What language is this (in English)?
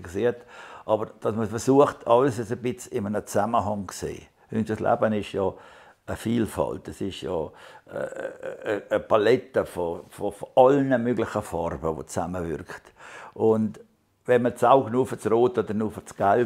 Swiss German